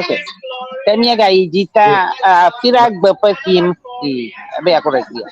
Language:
Ewe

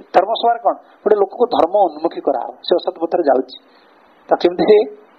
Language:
Odia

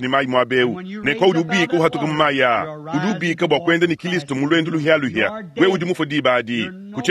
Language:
Luba-Lulua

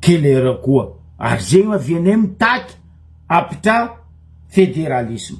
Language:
Malagasy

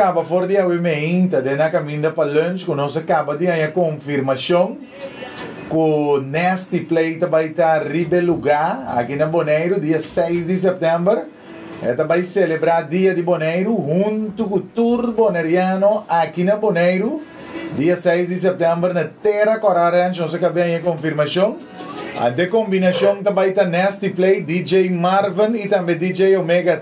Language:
Papiamento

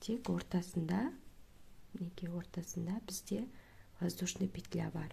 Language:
Kazakh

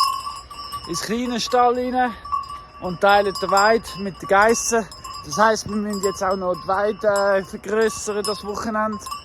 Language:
Swiss German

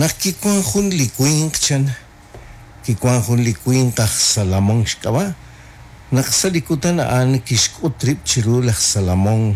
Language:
Kekchí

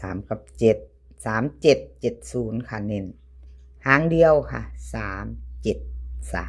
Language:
Lao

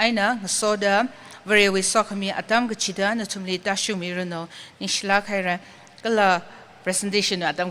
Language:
Tangkhul Naga (India)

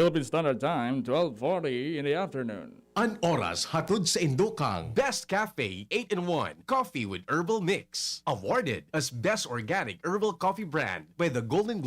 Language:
Bikol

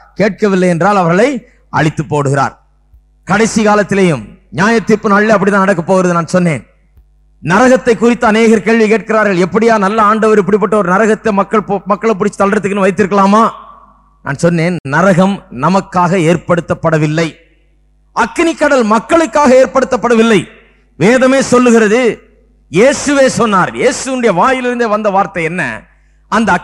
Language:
Tamil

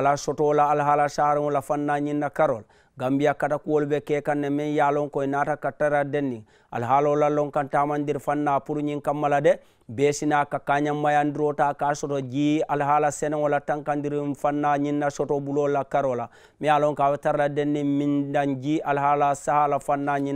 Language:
Mandingo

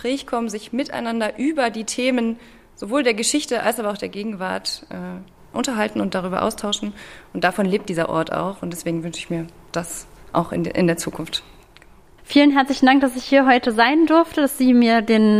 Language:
German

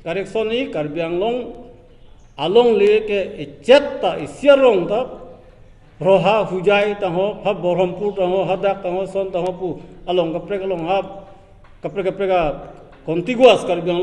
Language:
Karbi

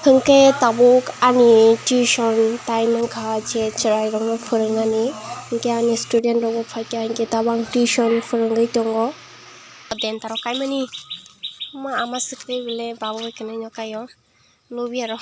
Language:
Kok Borok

